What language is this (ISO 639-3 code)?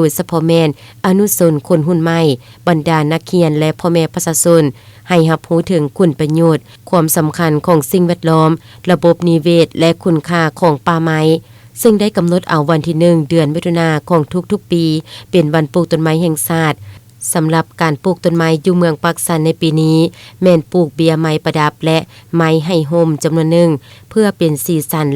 lao